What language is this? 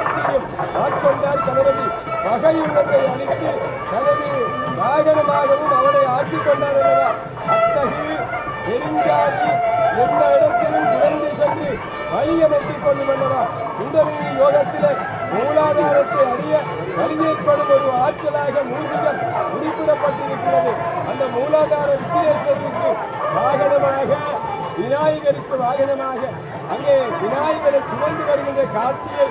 Tamil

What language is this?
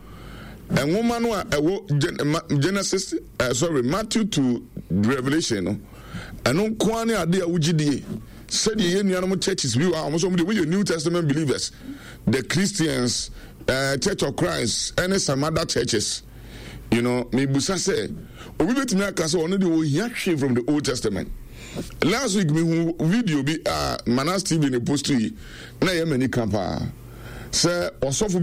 Akan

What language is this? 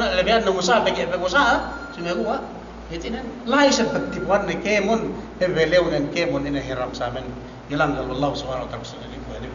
Yakan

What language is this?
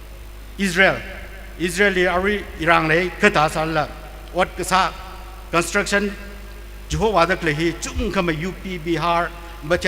Tangkhul Naga (India)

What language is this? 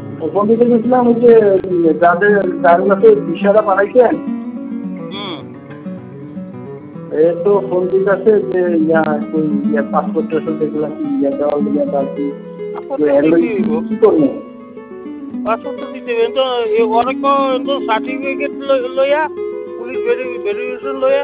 Bangla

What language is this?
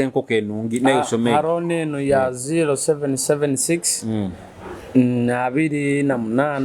Nyoro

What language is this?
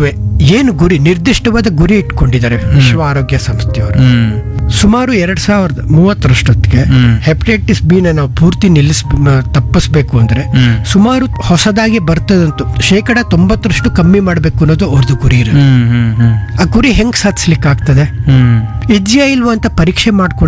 Kannada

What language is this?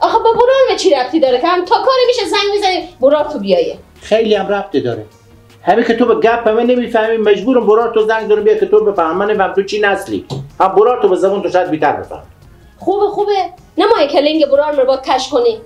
Persian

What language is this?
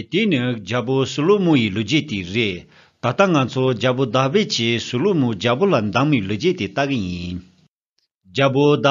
Tibetan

